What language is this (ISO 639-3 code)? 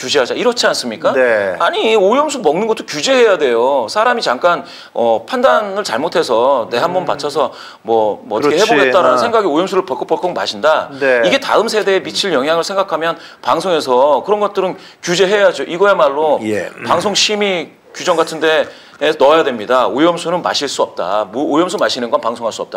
kor